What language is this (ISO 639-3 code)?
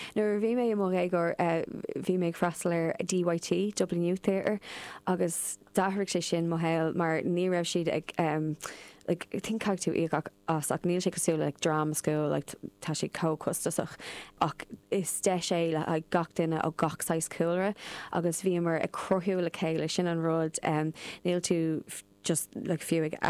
gle